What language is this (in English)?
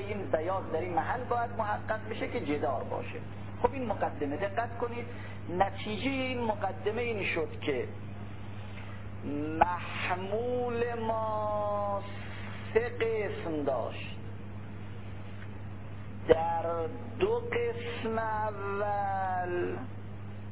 Persian